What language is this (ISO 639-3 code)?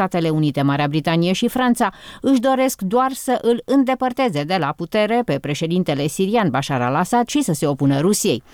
ron